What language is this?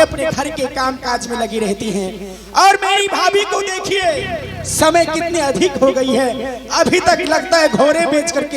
Angika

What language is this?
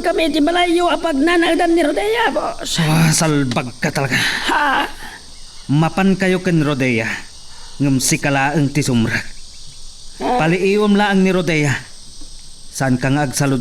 Iloko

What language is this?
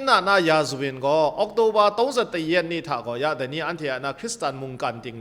Kachin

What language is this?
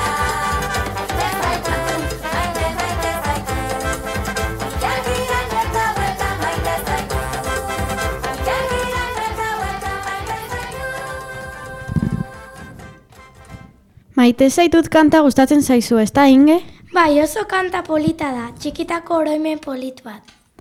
Basque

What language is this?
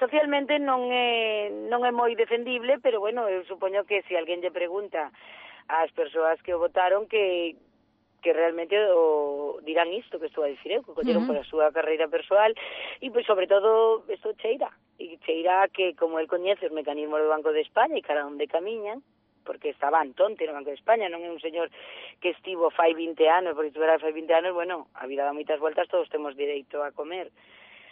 Galician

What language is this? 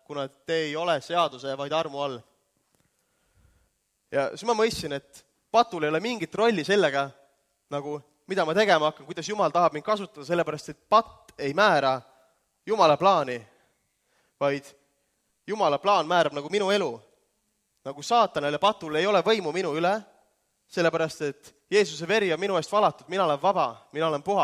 Estonian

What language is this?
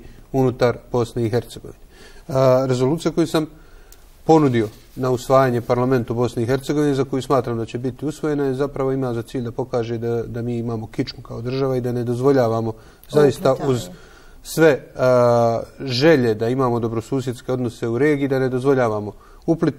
Bosnian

